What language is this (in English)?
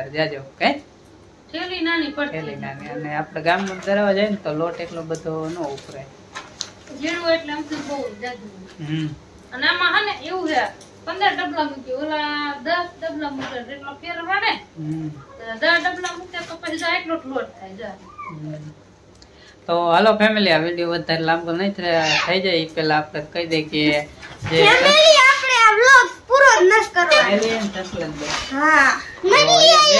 Gujarati